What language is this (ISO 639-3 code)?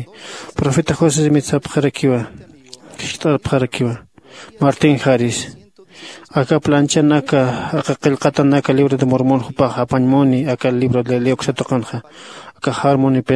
aym